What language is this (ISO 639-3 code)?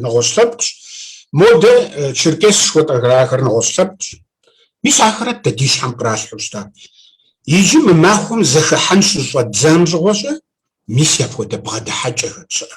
kbd